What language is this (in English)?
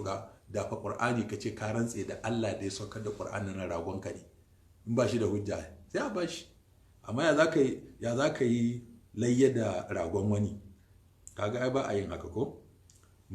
Hausa